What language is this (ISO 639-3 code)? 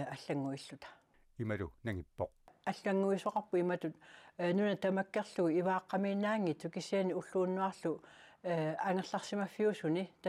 kal